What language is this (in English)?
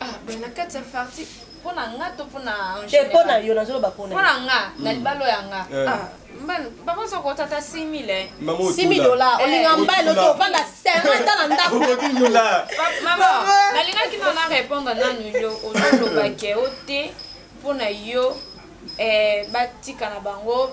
Lingala